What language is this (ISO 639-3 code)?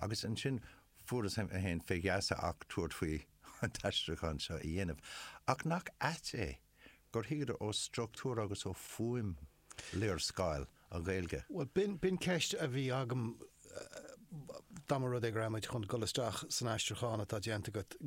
gle